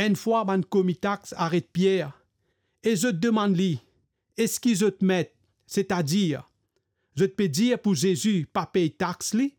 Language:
Morisyen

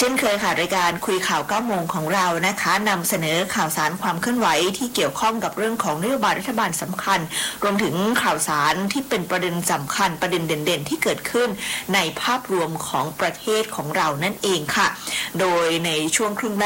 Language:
Thai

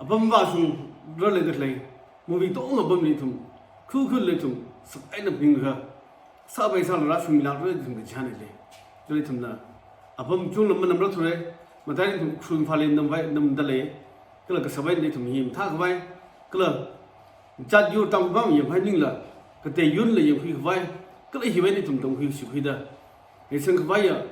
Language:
Tangkhul Naga (India)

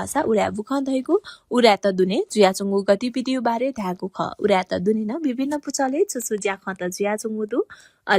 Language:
Newari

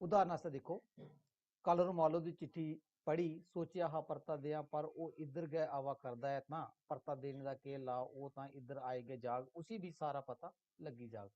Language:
Dogri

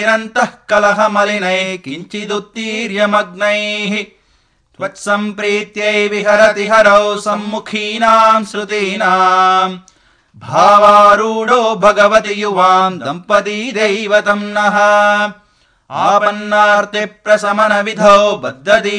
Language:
Sanskrit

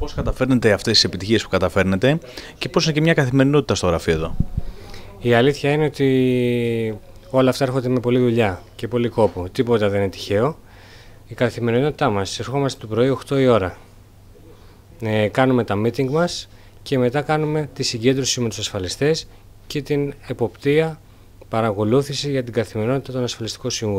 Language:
Greek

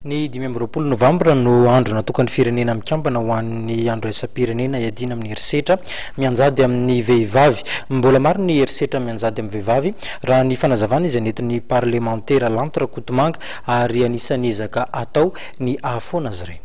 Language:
Malagasy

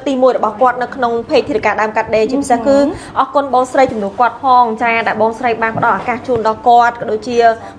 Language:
Khmer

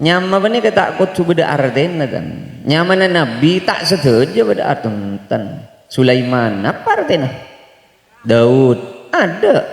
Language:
Madurese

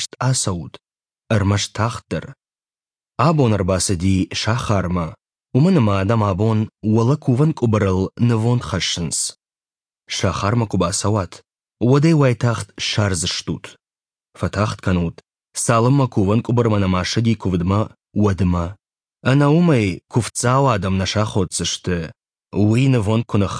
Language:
Ossetic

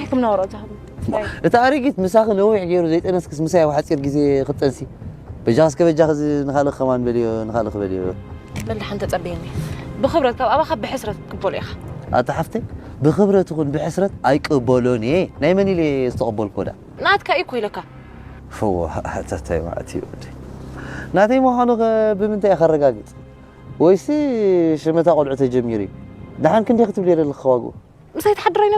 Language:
Tigrinya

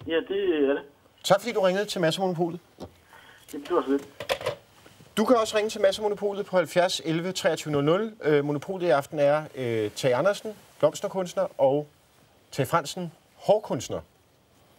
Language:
Danish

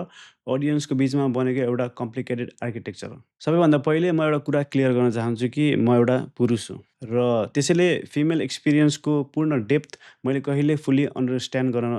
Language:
Nepali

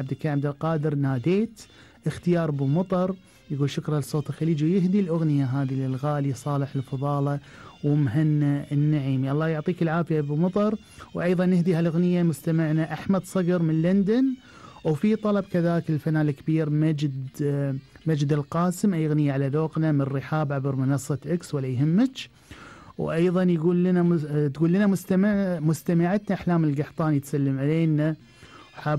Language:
Gulf Arabic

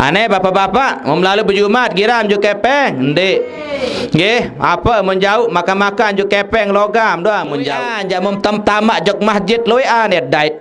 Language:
Sasak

